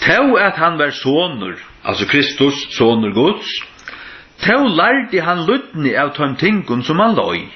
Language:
Faroese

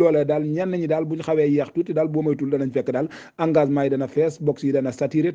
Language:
Wolof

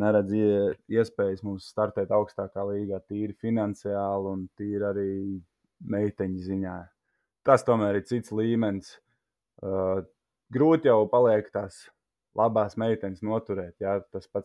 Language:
Latvian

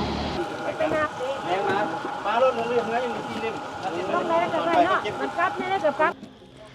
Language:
Lao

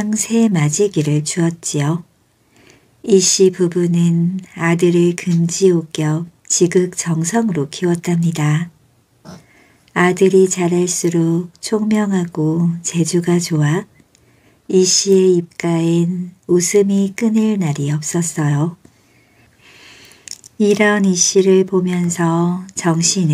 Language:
Korean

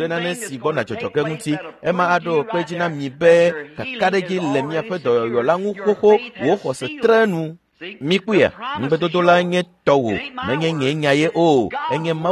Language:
Ewe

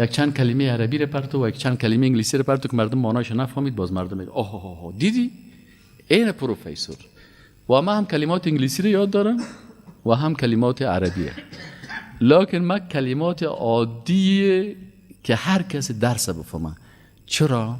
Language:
Persian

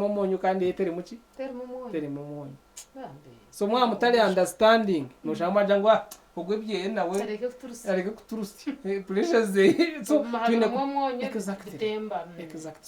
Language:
Nyankole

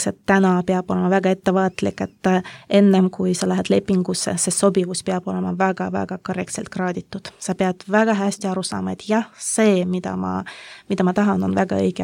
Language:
Estonian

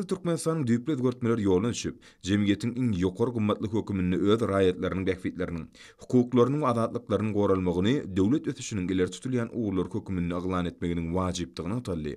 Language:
Turkmen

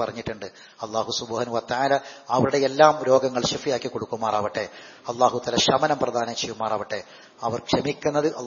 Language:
Malayalam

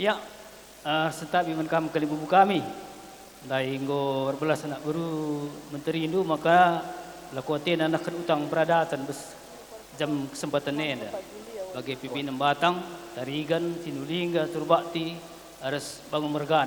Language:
Batak Karo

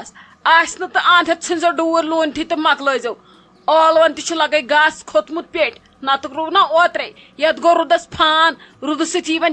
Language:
Kashmiri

